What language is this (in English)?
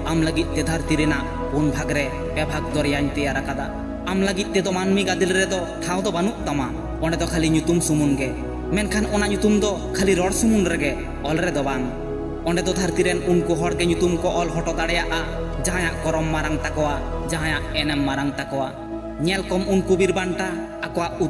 Santali